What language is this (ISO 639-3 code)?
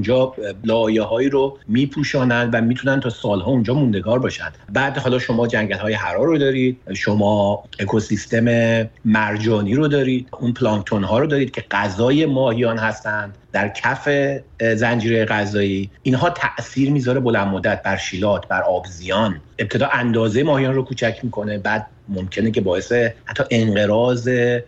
fas